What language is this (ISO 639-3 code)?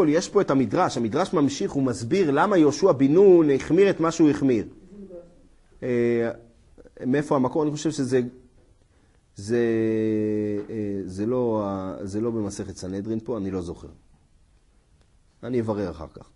heb